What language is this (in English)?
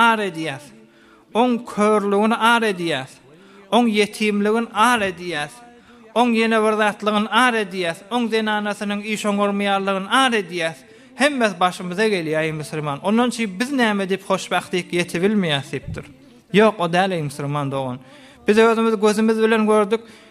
Turkmen